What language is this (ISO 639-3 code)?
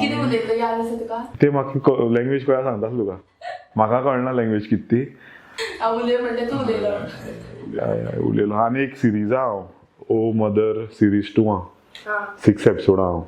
kok